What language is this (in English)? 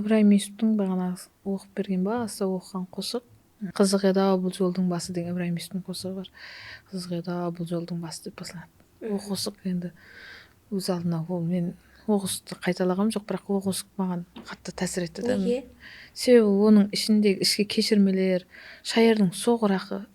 Kara-Kalpak